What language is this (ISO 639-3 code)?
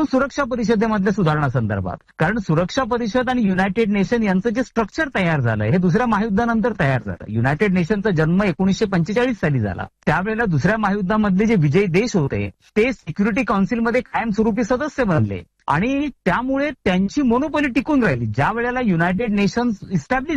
mar